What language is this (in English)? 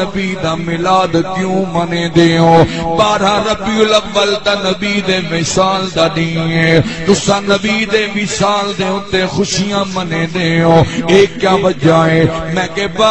Saraiki